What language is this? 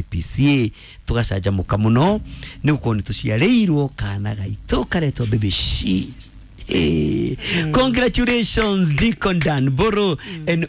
Kikuyu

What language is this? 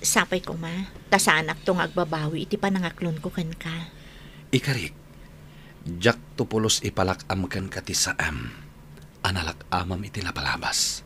Iloko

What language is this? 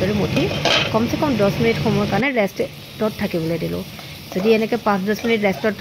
Assamese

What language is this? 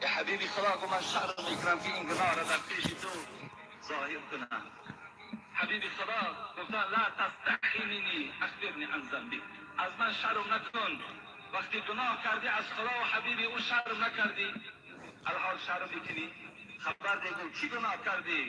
Tajik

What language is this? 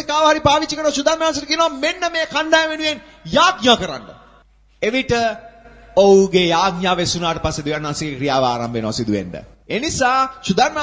Sinhala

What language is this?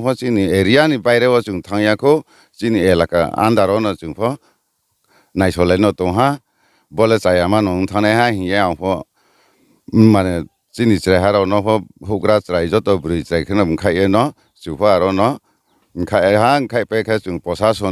Riang (India)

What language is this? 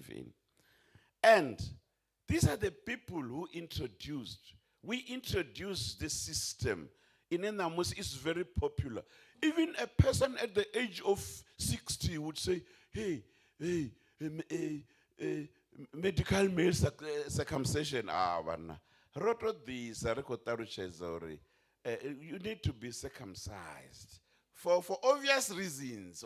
Venda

